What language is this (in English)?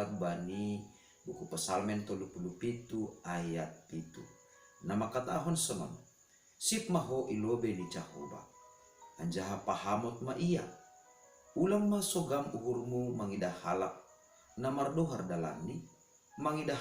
Batak Simalungun